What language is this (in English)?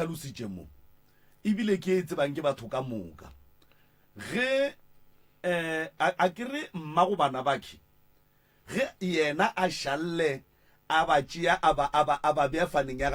Northern Sotho